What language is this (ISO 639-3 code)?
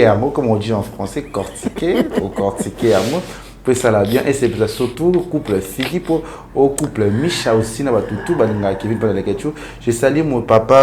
lin